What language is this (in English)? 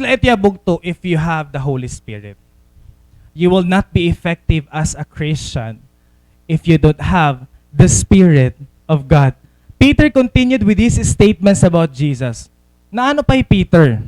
Waray